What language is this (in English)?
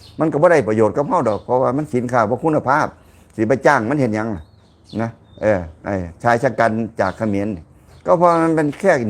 Lao